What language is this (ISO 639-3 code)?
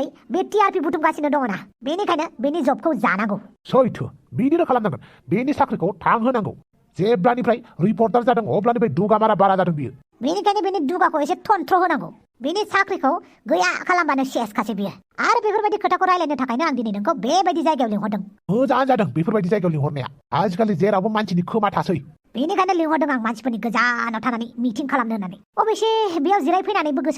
brx